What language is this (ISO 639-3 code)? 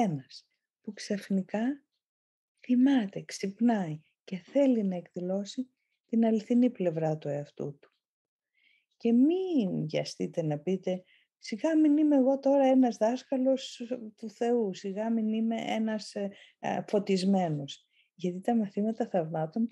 ell